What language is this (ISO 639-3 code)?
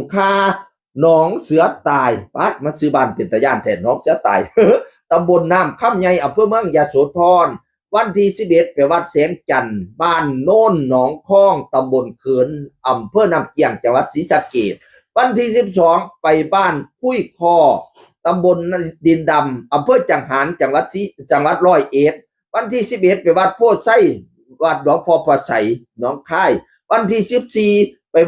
tts